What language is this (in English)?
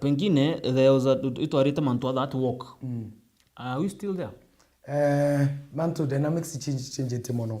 Meru